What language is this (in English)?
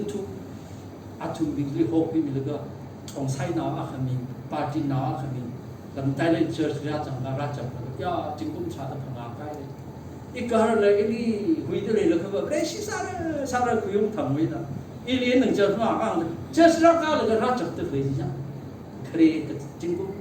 Tangkhul Naga (India)